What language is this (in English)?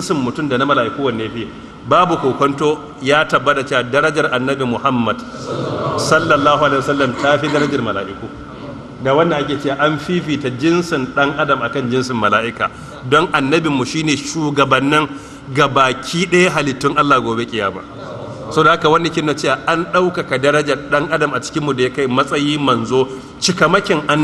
Hausa